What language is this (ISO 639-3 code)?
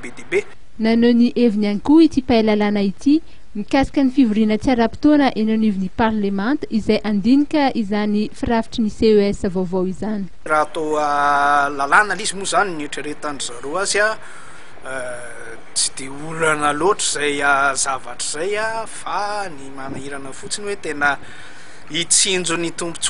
mlg